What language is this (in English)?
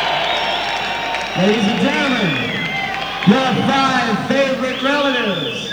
English